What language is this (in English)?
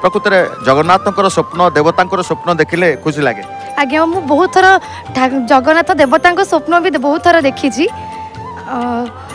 Odia